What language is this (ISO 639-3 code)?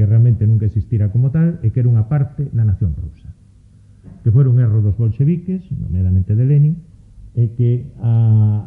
glg